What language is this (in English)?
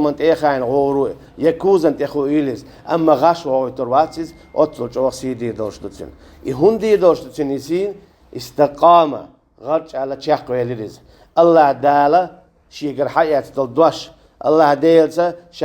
Chechen